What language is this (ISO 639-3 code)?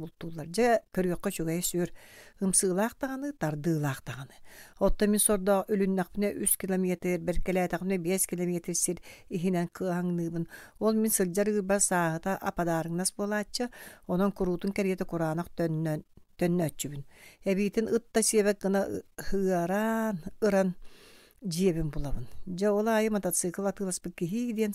sah